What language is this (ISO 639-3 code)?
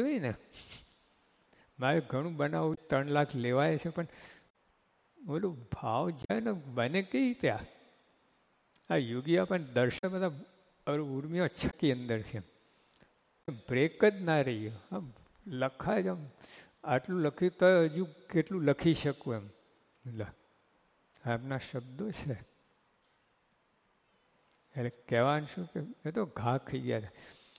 guj